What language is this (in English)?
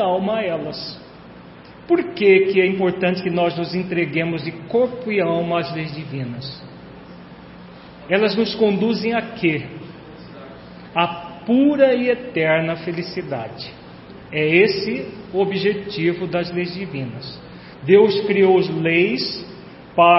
Portuguese